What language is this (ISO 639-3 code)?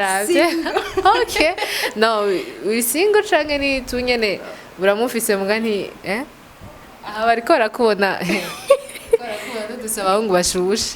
run